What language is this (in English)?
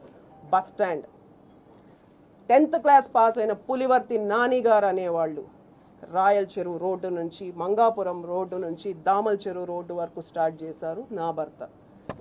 Telugu